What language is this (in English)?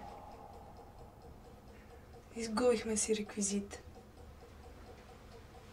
Bulgarian